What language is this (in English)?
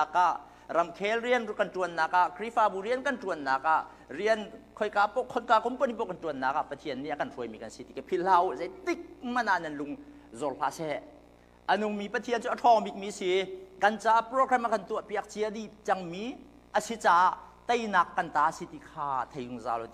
Hakha Chin